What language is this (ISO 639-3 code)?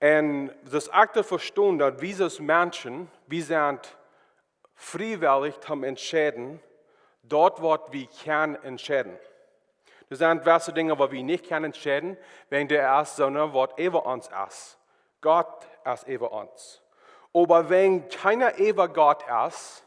pdt